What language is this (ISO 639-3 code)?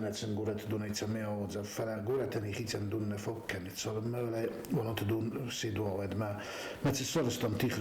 oss